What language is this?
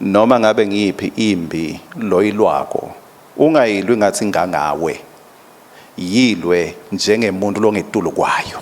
Swati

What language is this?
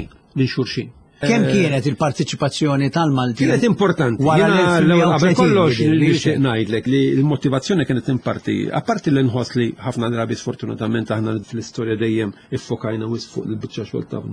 Maltese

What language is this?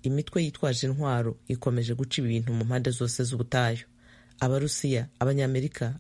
Kinyarwanda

